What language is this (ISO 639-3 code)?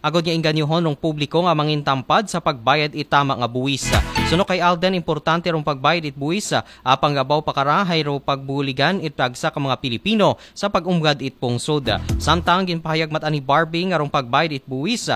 akl